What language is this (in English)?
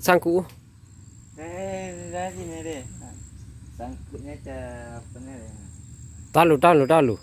Minangkabau